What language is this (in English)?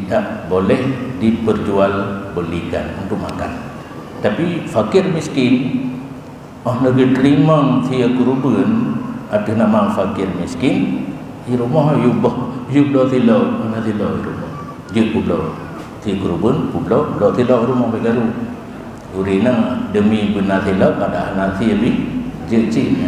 Achinese